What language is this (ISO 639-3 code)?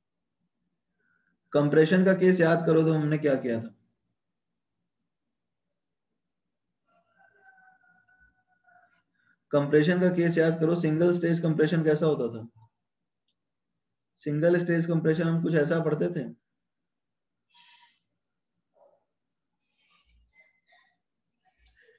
hin